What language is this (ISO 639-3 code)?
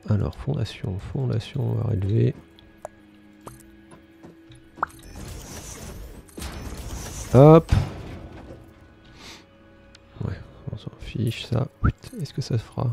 fra